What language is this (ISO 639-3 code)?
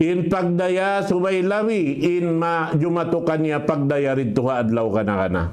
tsg